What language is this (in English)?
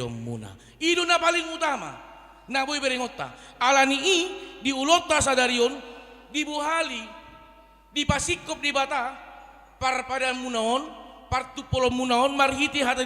Batak Toba